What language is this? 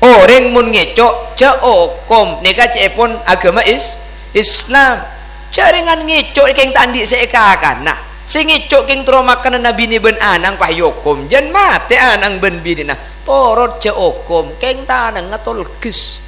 Madurese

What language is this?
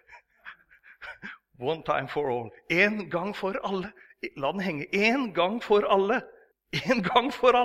Norwegian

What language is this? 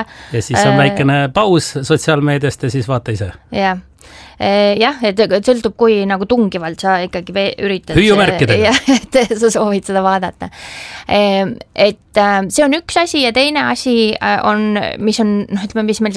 Estonian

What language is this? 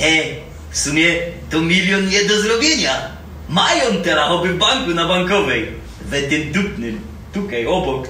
Silesian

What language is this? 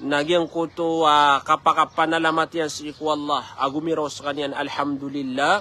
Maranao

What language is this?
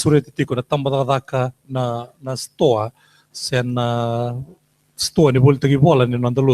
Fijian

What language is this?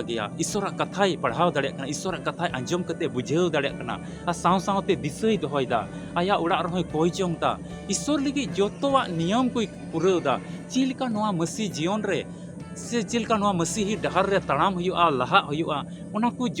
Santali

